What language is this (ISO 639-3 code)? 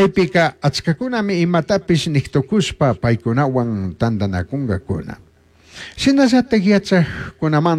qug